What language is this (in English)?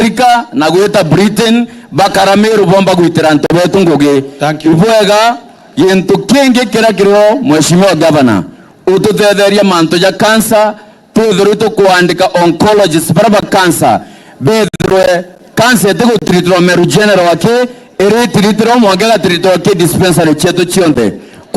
Meru